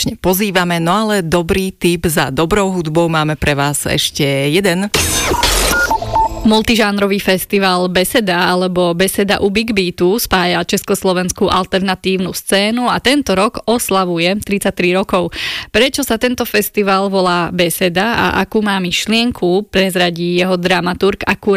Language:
Slovak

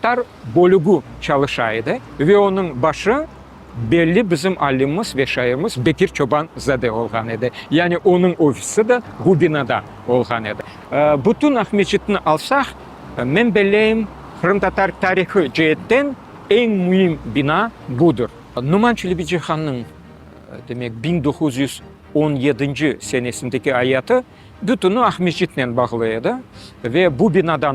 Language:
Crimean Tatar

